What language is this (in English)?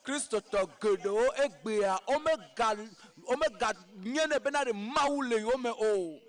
Ewe